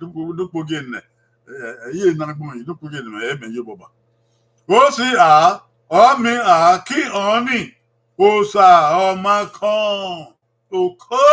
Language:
Bini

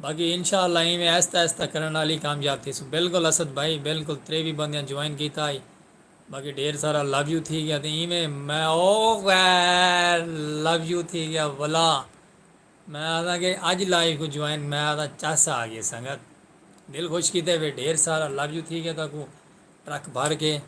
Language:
Saraiki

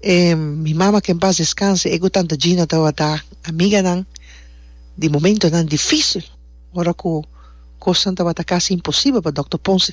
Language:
Papiamento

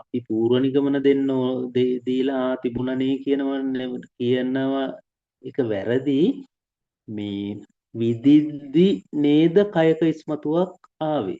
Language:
Sinhala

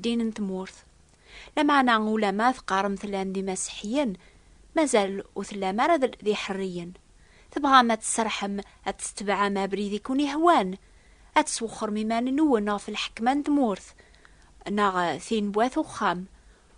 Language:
Kabyle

